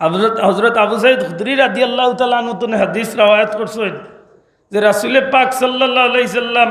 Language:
Sylheti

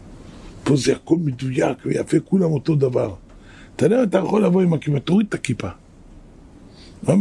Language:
Hebrew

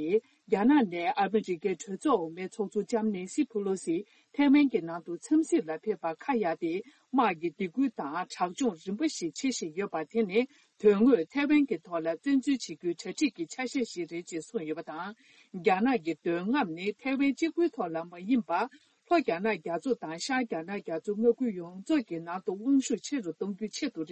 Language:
Tibetan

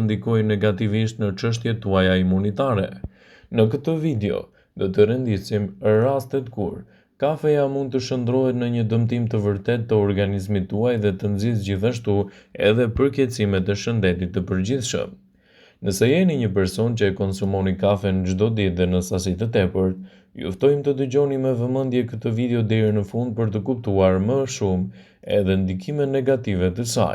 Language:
Albanian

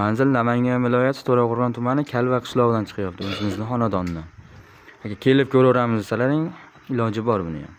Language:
Uzbek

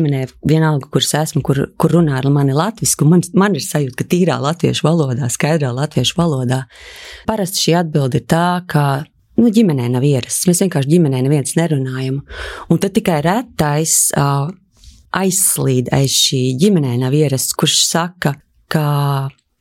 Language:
Latvian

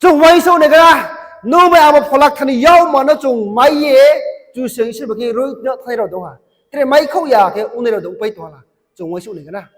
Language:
Riang (India)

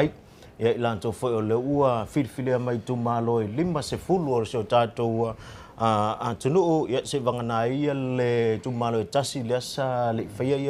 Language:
Samoan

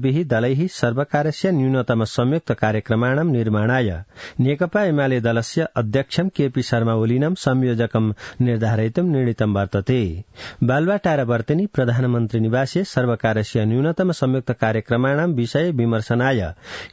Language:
Sanskrit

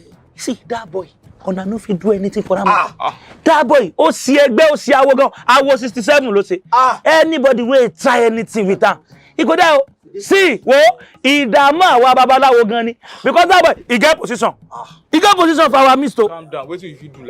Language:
Nigerian Pidgin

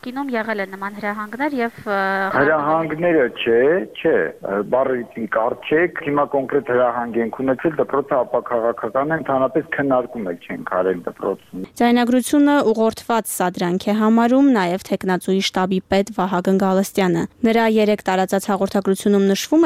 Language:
Armenian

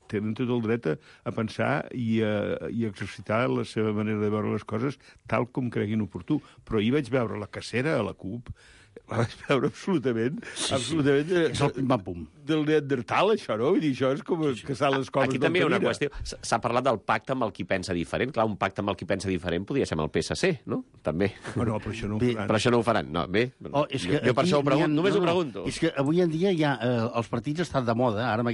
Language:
Catalan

